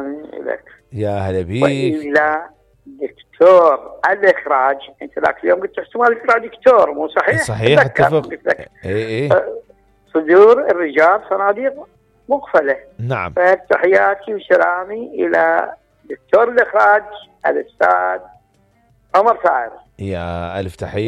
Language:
Mesopotamian Arabic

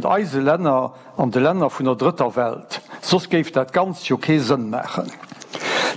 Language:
Luxembourgish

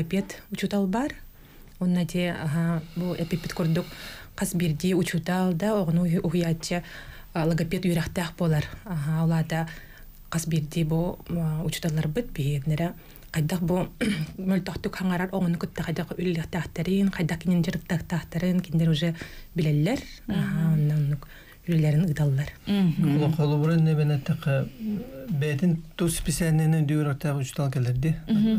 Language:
Yakut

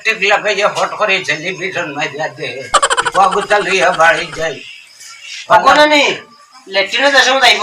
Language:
Sylheti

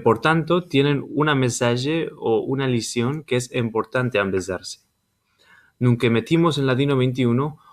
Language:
Ladino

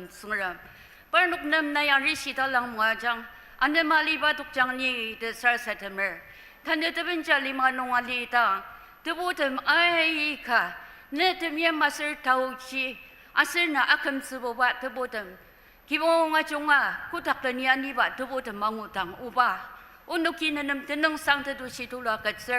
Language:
Ao Naga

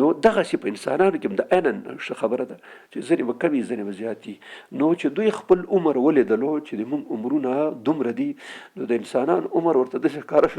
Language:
Pashto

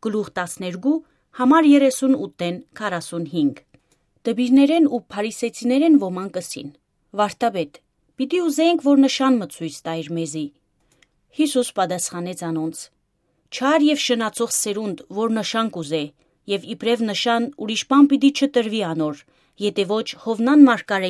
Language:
Western Armenian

